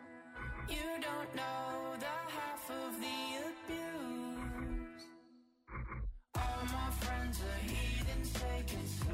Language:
English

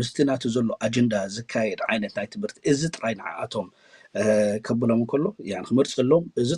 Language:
Tigrinya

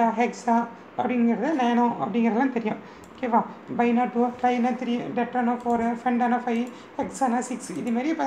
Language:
Tamil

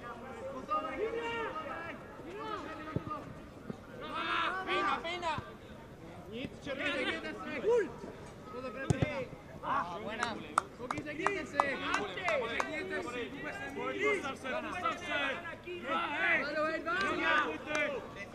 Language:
Czech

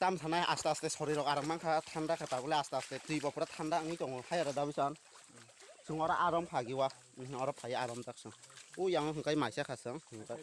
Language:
Kok Borok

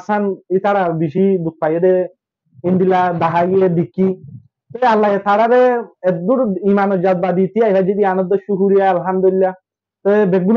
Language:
Rohingya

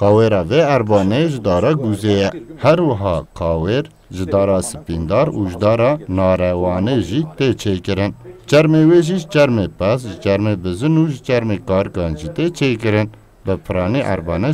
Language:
Kurdish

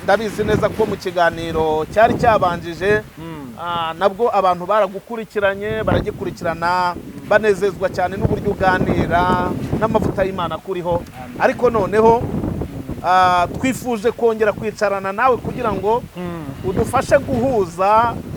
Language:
Kinyarwanda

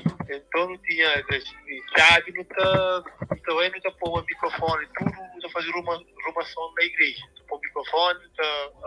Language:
Kabuverdianu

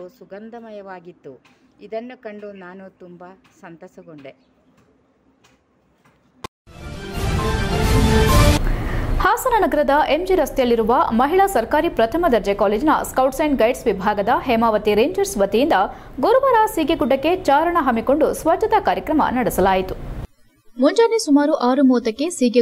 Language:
Kannada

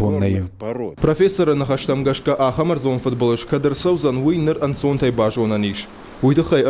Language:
Ossetic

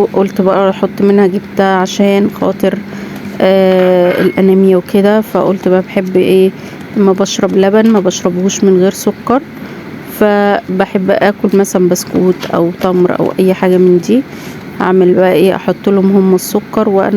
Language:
Egyptian Arabic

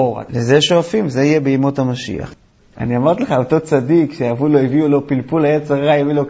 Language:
Hebrew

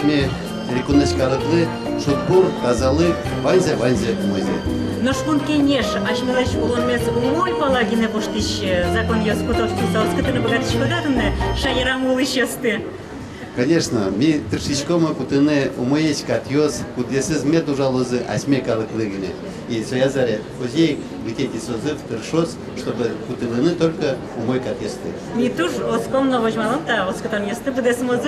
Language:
Udmurt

